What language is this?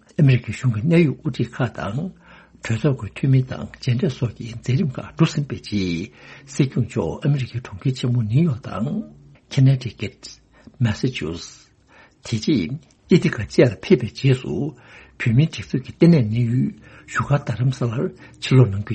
Tibetan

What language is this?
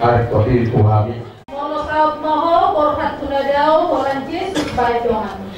Batak Toba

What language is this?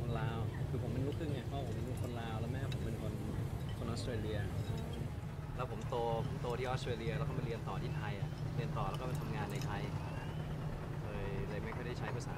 Thai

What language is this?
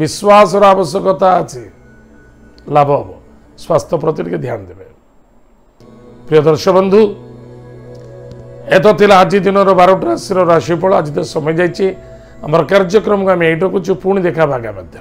Odia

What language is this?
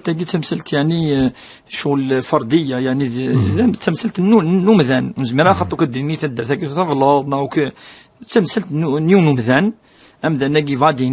Kabyle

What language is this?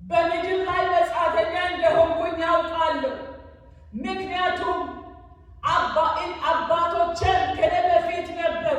Amharic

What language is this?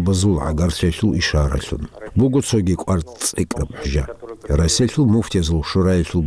Avaric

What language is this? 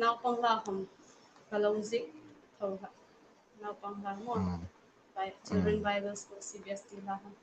Hmar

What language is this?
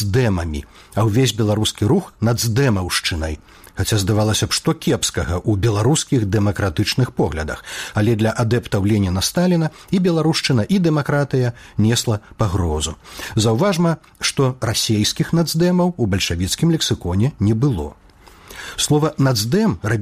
Belarusian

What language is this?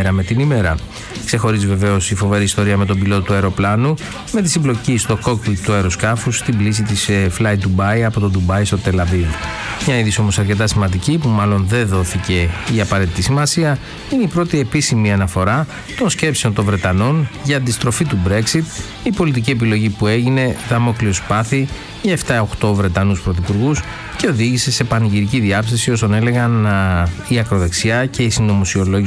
Greek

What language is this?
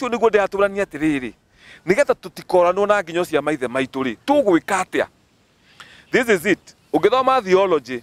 Kikuyu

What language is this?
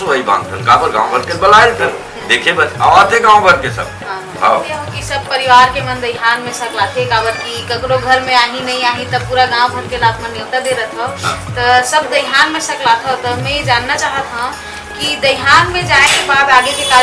Chhattisgarhi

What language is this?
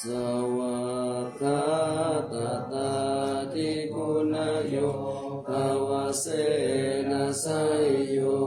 Pali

